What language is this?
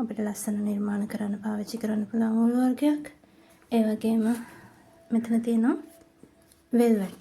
Sinhala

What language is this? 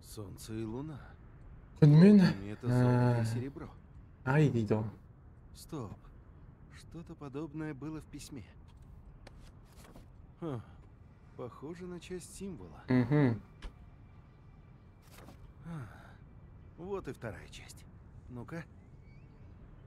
Kazakh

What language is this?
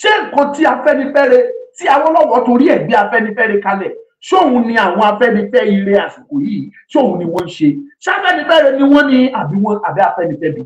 Yoruba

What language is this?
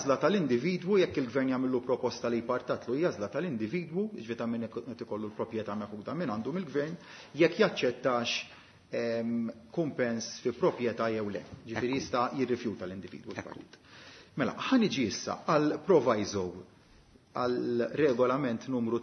Maltese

